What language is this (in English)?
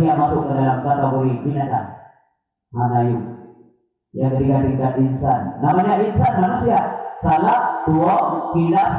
Achinese